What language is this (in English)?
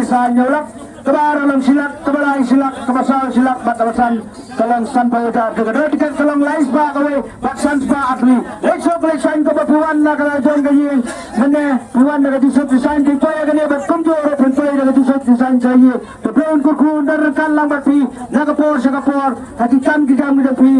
Khasi